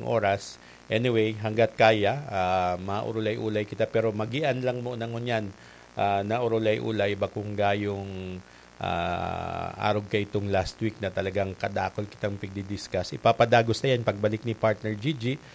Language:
Bikol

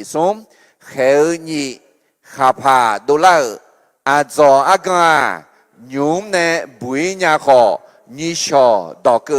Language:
Akha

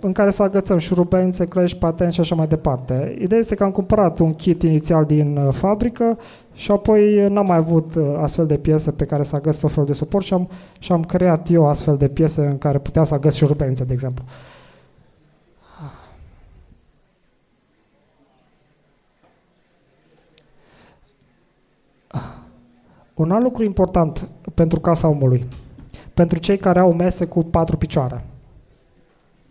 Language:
Romanian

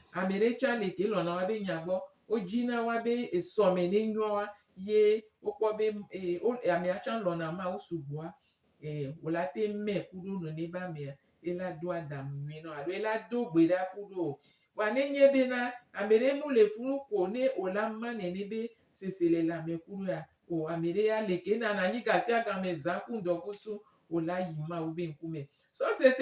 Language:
Gen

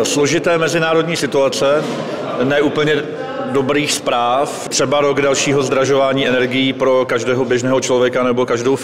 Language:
Czech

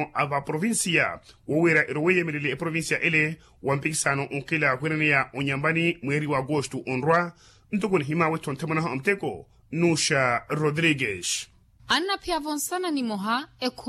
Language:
Makhuwa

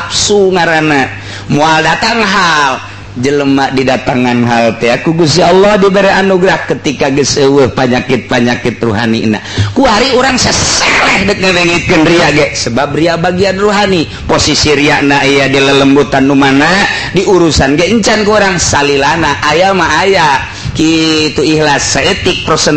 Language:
Sundanese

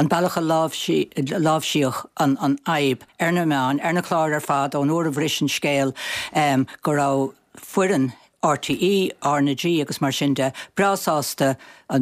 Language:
Irish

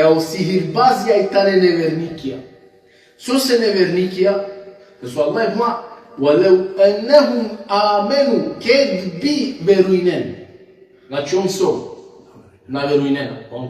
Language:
Balkan Romani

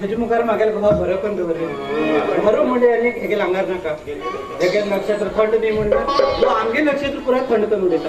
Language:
Konkani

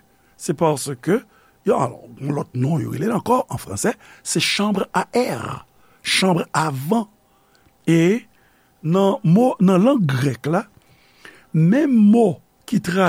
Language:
Haitian Creole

